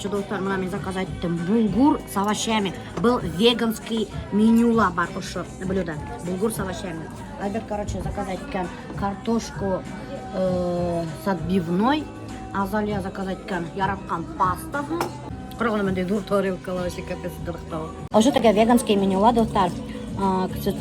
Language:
Bashkir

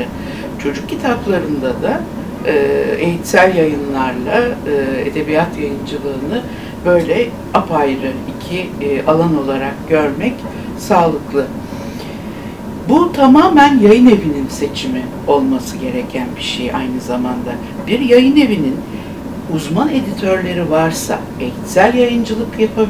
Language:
Turkish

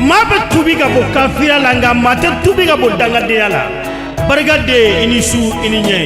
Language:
Bambara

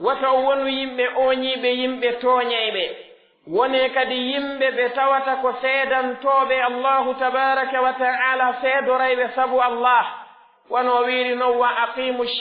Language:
Pular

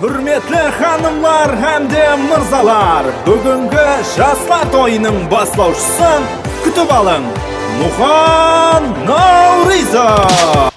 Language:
Kara-Kalpak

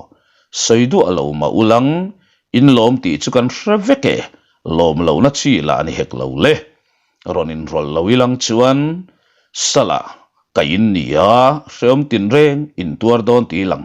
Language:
Mizo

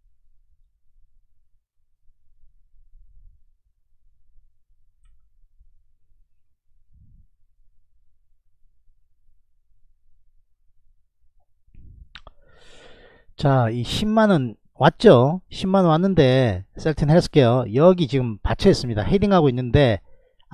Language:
Korean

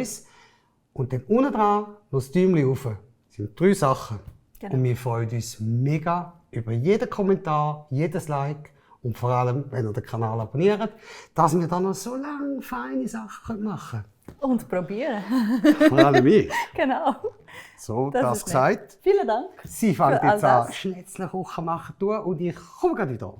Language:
Swiss German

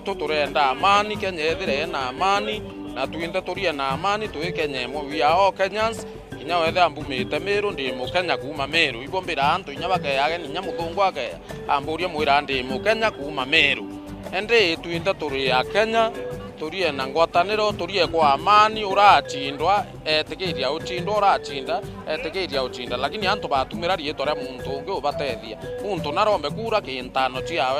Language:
Meru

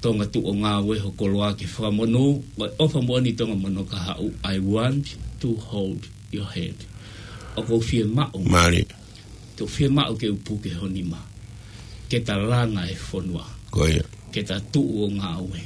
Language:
Tongan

